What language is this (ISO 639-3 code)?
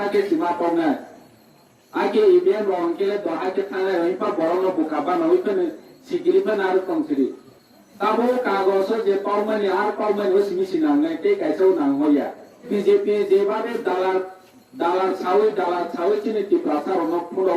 trp